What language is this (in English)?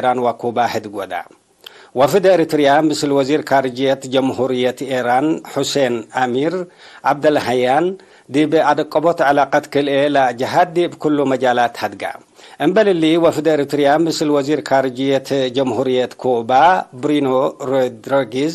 Tigre